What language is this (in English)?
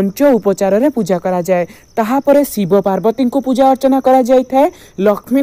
Odia